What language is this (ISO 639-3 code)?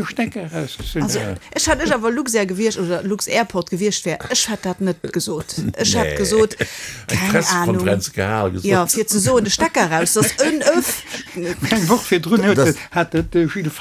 ltz